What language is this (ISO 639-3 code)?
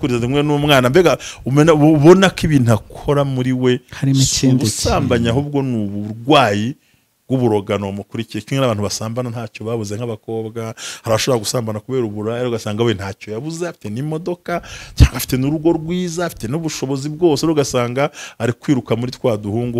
kin